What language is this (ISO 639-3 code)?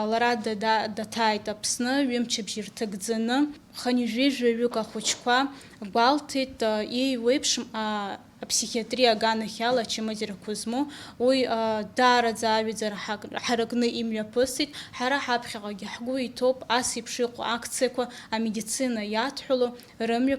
abk